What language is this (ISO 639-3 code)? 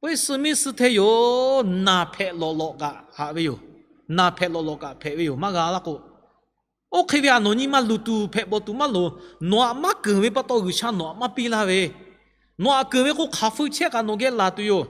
lhu